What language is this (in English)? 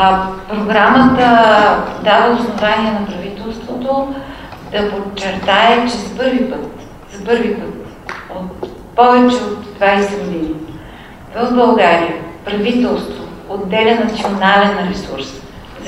Bulgarian